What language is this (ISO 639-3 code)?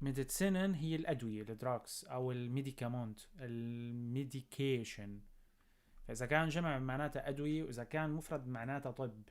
apc